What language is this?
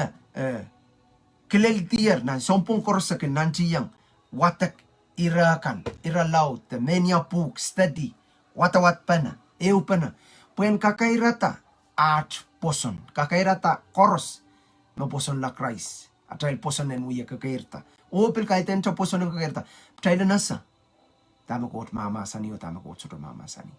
Pohnpeian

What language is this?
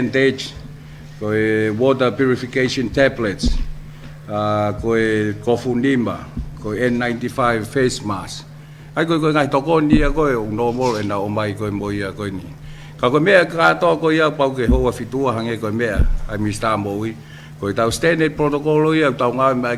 Tongan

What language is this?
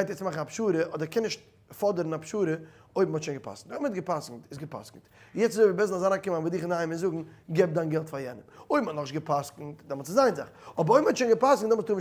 Yiddish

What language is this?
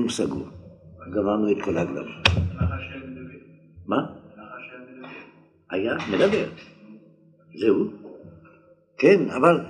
Hebrew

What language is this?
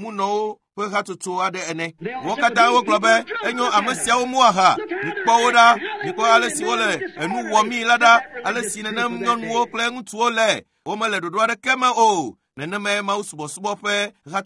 Ewe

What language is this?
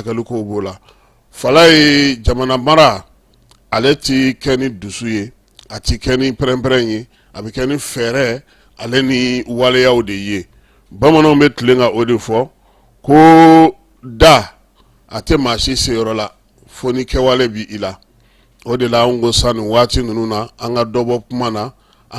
Bambara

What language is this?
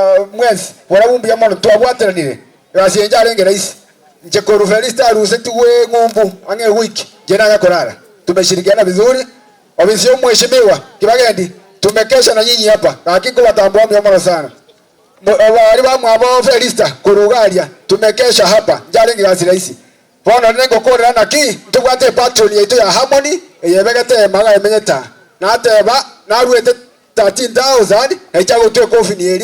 Gusii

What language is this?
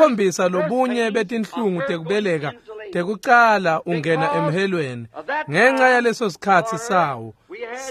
Swati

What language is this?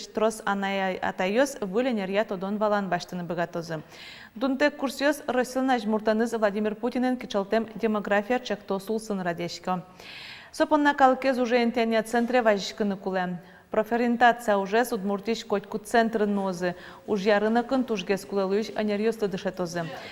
Udmurt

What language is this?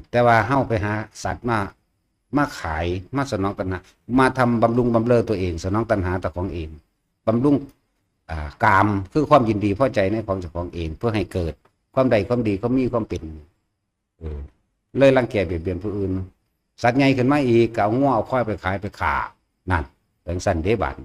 Northeastern Thai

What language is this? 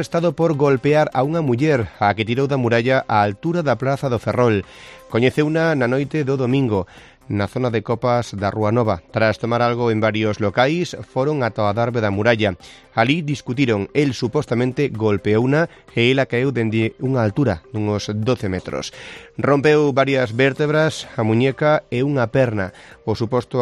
Galician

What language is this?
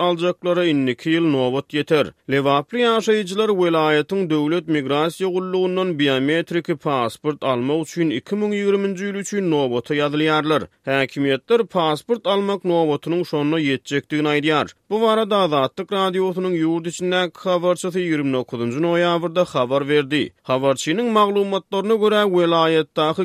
Turkmen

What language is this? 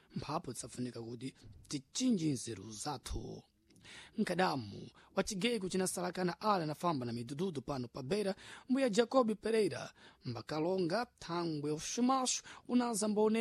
Sena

